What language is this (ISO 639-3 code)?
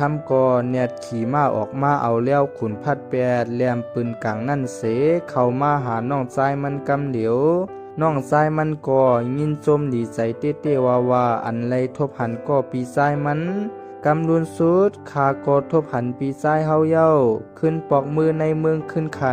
shn